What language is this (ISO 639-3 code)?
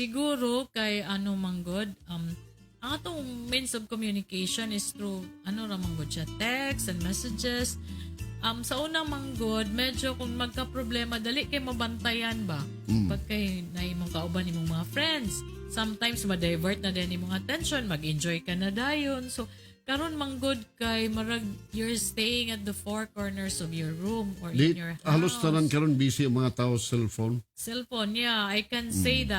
ceb